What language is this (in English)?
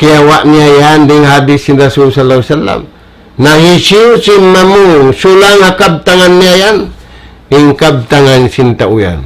Tausug